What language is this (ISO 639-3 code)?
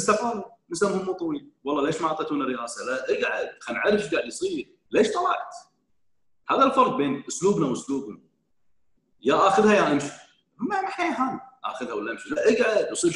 afb